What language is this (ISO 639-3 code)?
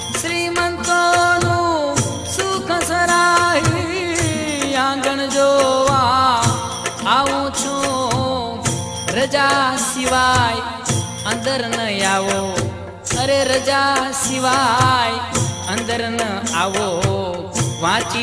guj